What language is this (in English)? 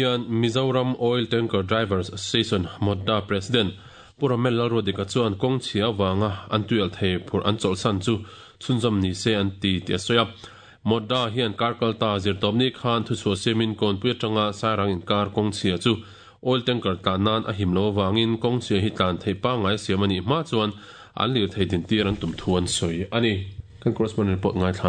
Mizo